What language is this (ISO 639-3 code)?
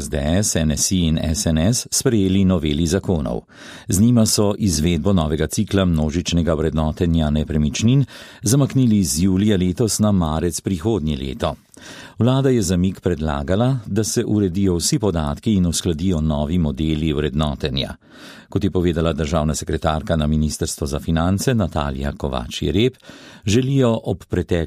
slv